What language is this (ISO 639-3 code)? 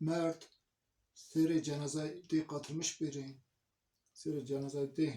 zza